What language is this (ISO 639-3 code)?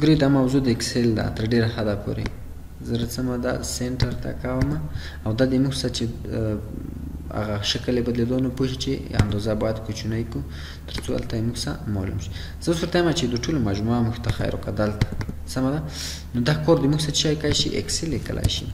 pus